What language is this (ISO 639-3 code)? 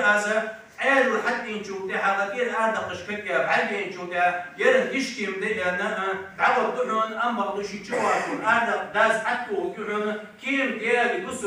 inh